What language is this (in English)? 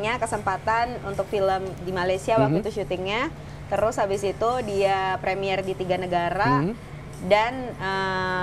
Indonesian